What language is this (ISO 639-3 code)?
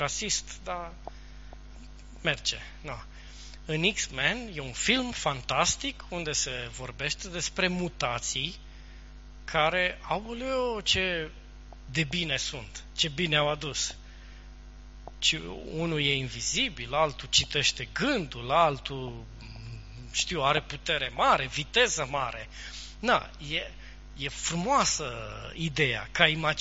ron